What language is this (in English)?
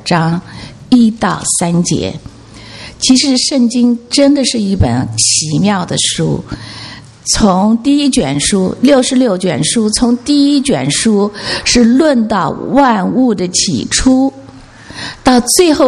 Chinese